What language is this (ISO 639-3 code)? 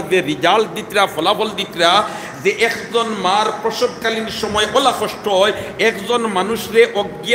syl